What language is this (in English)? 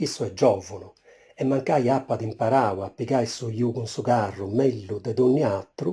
Sardinian